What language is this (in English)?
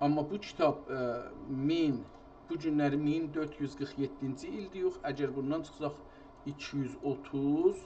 South Azerbaijani